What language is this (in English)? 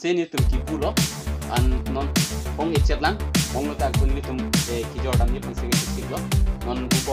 Karbi